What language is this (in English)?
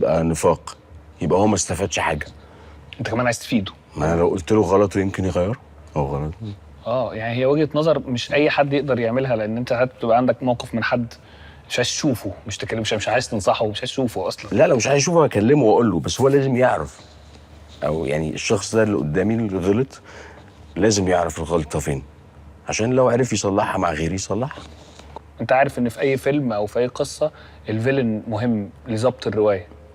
Egyptian Arabic